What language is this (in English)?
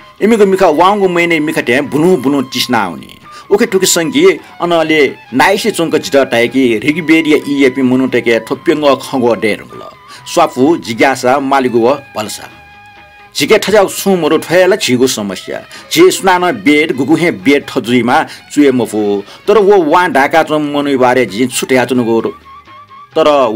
Newari